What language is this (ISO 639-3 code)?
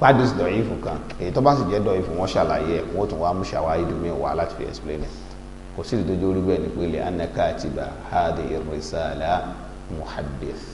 yor